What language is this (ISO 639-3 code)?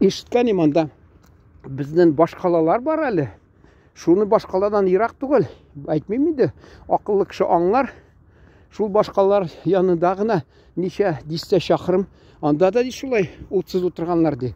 tat